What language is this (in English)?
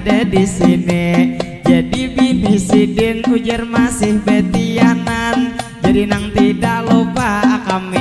Banjar